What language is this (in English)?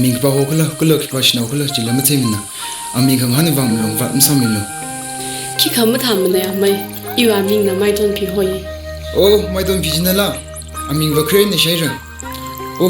Tangkhul Naga (India)